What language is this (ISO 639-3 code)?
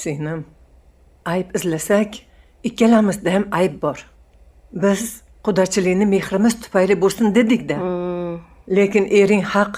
uzb